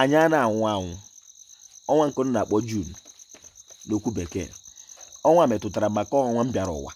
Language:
Igbo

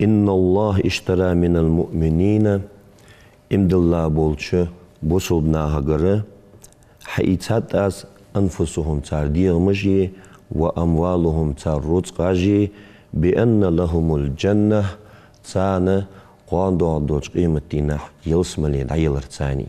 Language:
Ingush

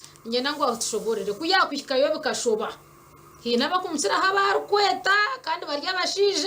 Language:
Nyankole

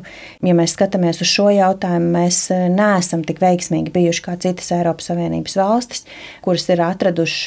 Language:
Latvian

